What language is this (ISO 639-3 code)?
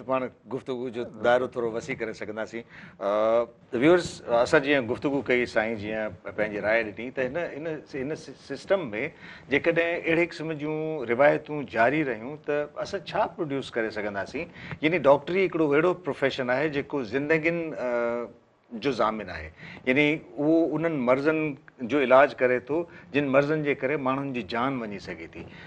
snd